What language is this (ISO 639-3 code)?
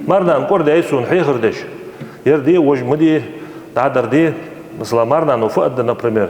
inh